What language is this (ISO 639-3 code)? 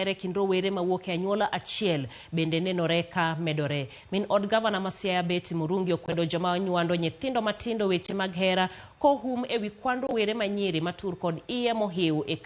luo